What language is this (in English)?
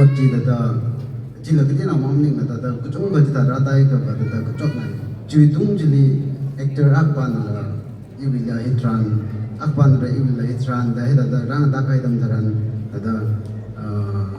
Tangkhul Naga (India)